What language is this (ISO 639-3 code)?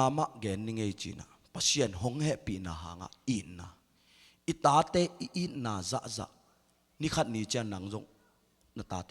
ctd